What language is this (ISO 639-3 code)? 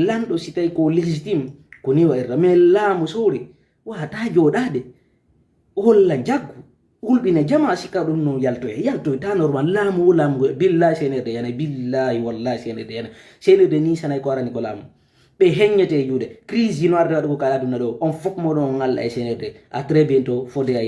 ful